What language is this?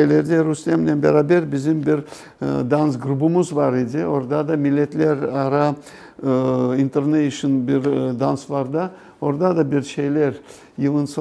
Crimean Tatar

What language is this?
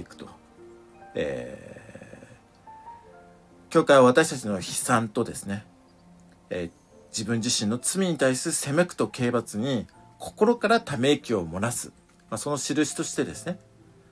Japanese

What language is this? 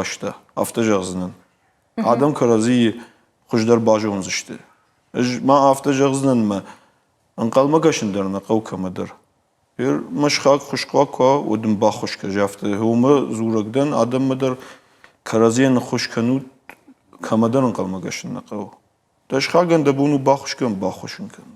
Ossetic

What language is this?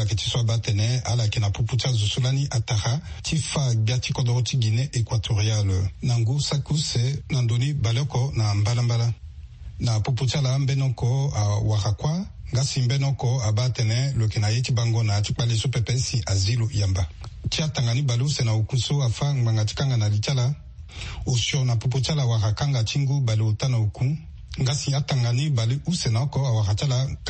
Sango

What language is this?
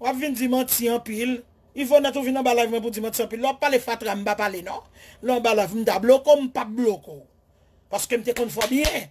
Haitian Creole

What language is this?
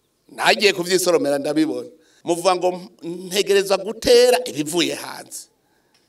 Rundi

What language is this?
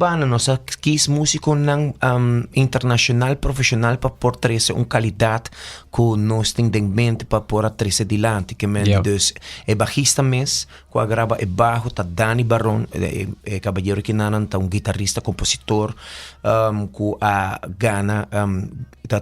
Papiamento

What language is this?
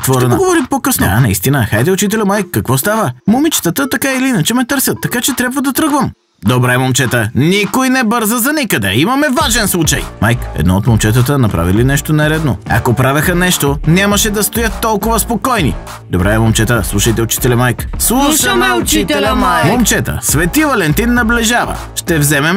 Bulgarian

